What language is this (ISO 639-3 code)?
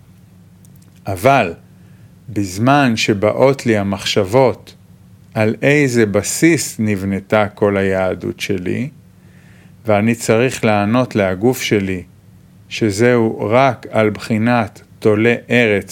heb